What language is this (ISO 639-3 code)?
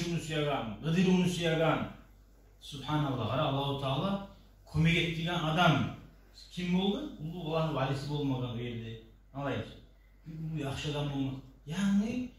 kum